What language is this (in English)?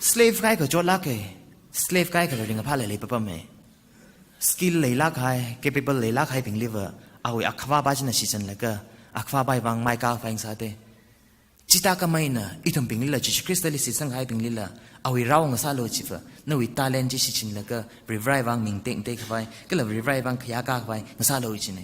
Tangkhul Naga (India)